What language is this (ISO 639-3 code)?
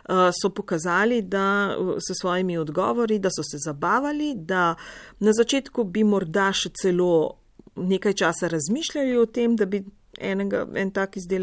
slv